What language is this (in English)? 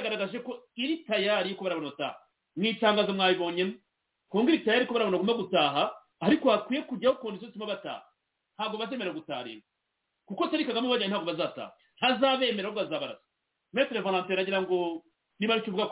Kinyarwanda